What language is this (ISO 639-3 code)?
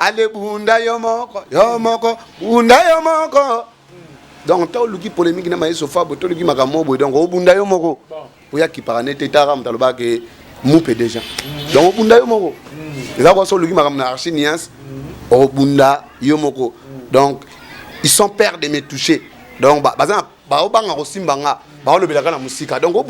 lin